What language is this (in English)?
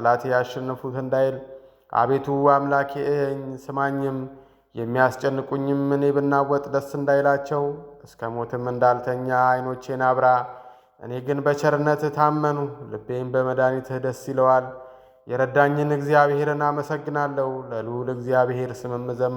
Amharic